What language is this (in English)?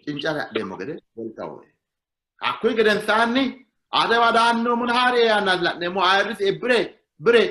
Sidamo